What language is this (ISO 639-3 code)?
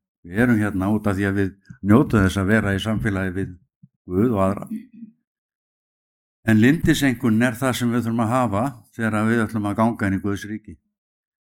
isl